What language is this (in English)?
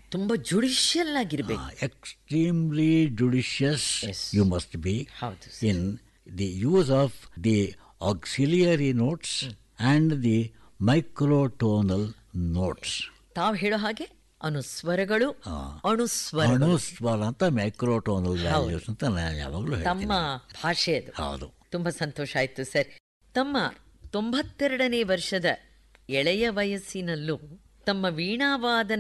Kannada